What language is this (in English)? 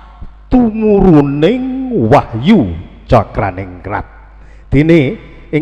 Javanese